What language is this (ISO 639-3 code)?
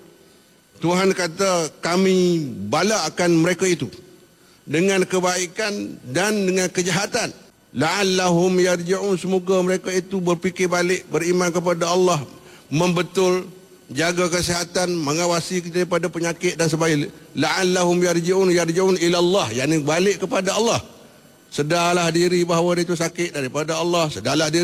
msa